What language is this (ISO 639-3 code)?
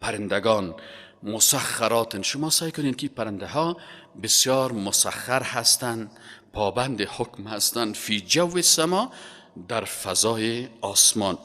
fas